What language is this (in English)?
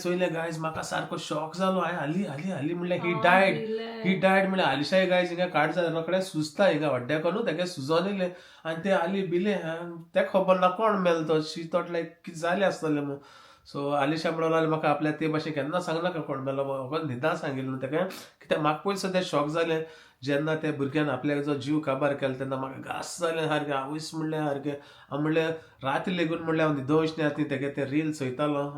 Konkani